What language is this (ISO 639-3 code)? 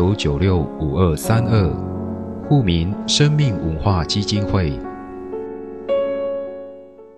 zho